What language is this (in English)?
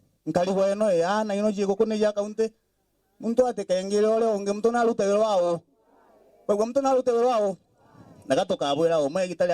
Meru